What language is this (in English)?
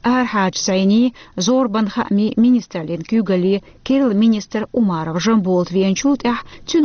Chechen